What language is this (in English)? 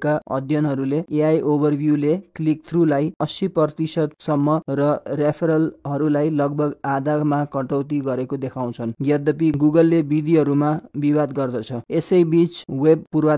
Nepali